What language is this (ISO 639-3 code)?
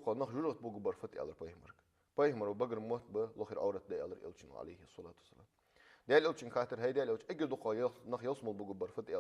inh